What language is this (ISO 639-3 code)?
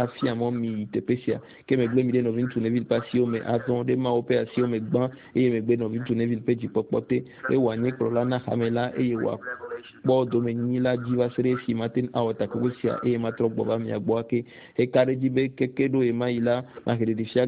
ewe